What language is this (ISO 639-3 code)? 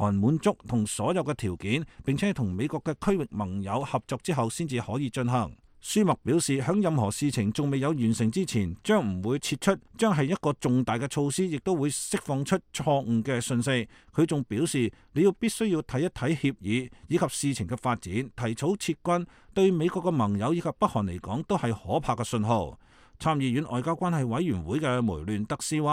yue